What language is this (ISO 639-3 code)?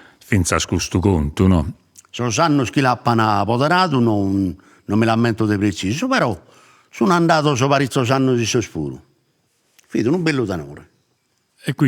srd